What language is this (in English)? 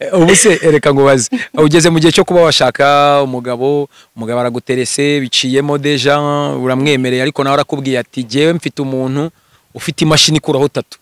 Kinyarwanda